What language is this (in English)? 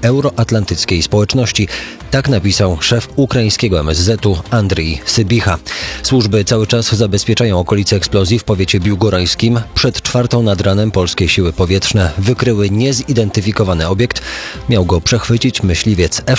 Polish